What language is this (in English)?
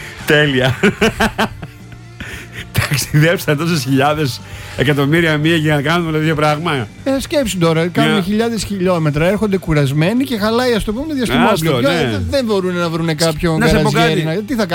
Greek